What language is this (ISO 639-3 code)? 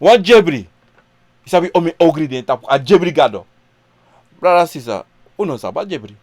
srn